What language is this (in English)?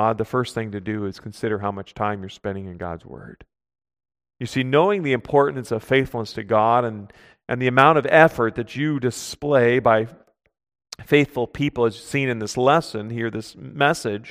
English